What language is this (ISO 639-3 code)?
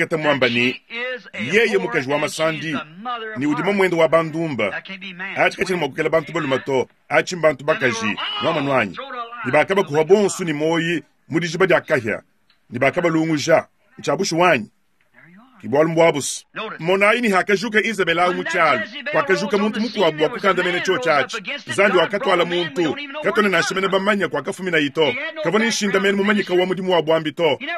lua